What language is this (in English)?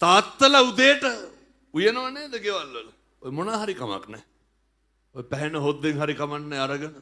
Sinhala